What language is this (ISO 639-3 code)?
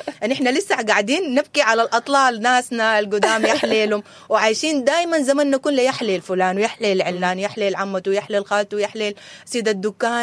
apd